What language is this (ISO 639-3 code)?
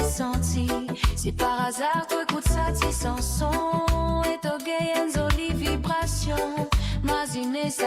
mfe